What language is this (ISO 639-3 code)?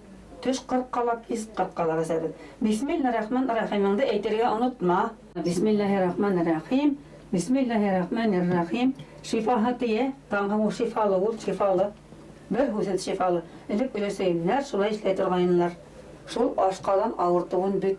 bak